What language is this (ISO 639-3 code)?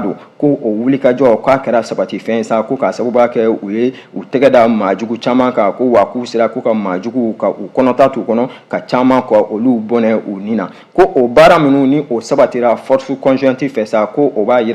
bam